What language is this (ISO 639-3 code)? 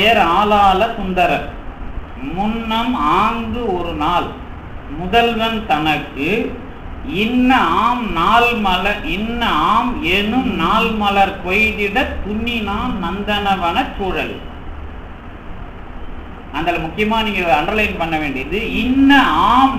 tam